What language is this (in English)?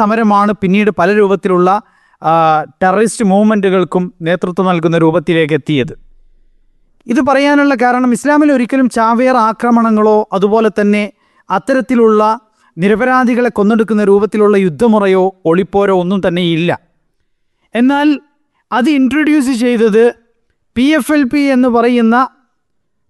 Malayalam